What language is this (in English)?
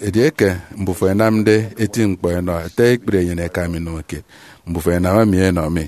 Efik